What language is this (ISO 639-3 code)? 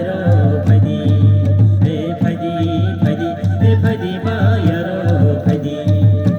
trp